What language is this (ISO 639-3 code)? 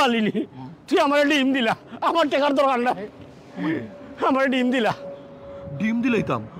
syl